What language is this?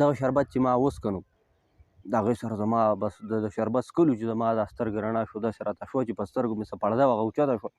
Pashto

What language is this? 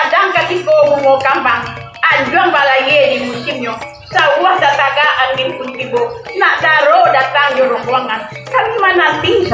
Minangkabau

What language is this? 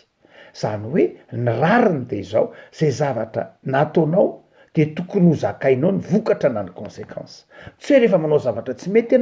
Malagasy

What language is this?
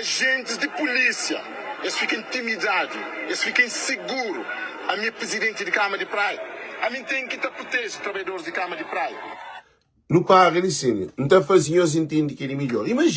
Kabuverdianu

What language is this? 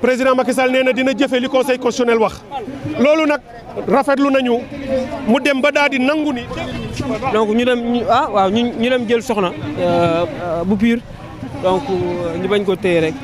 Wolof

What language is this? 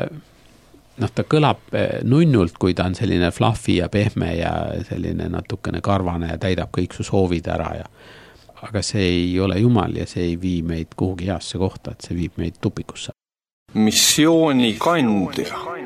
Estonian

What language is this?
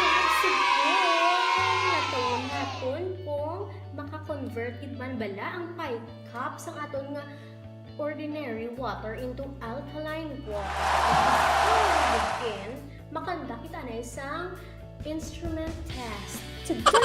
Hiligaynon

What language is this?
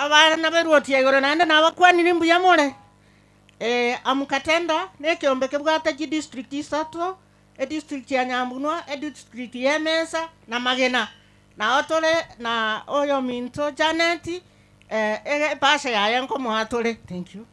Gusii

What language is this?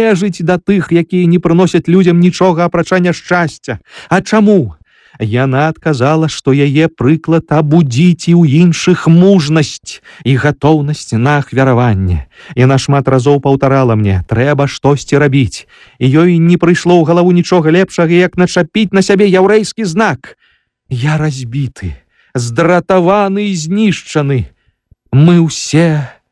Belarusian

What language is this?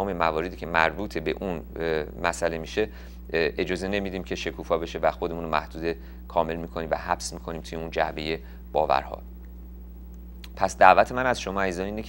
Persian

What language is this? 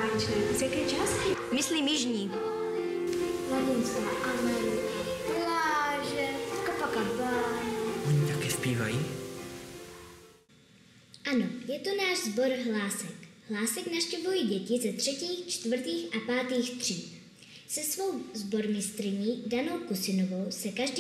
Czech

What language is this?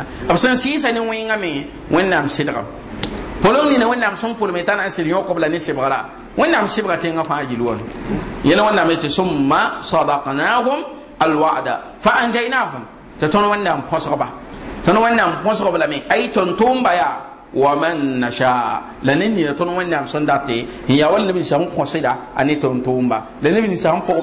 Mossi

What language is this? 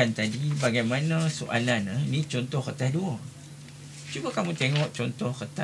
Malay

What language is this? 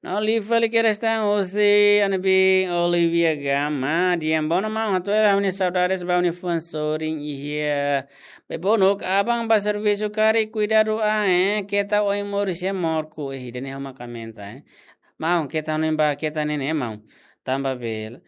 Tetum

